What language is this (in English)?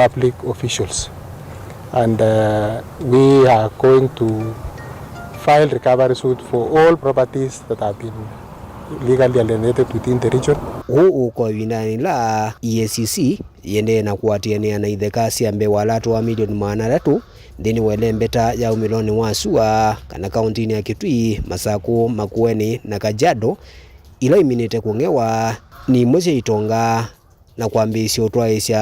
Kamba